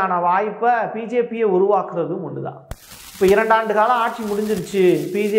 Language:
Tamil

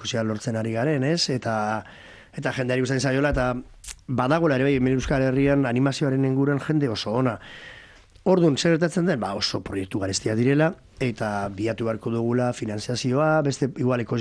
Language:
Basque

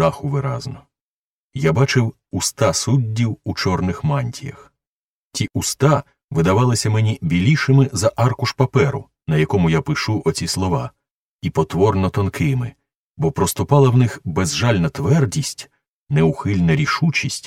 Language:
Ukrainian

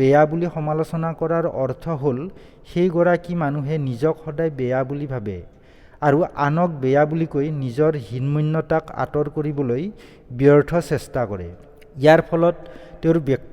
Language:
Assamese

